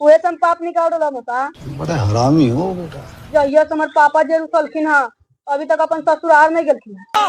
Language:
Magahi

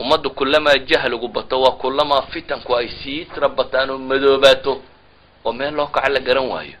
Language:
Somali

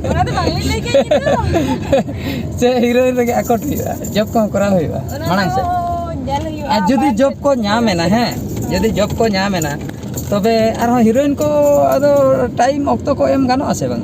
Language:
Santali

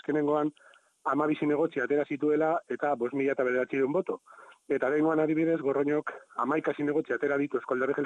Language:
Basque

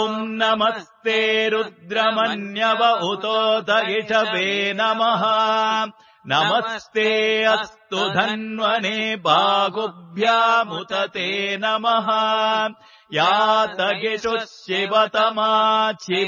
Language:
Sanskrit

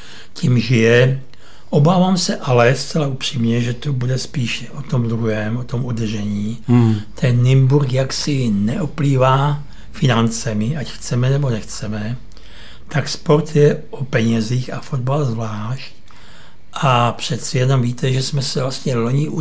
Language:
Czech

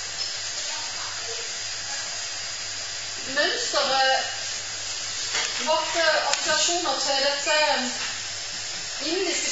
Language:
Norwegian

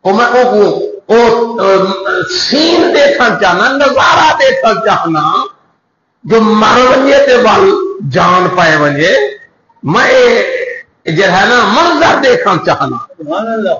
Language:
Saraiki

